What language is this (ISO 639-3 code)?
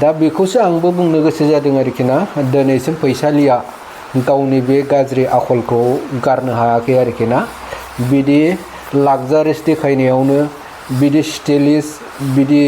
brx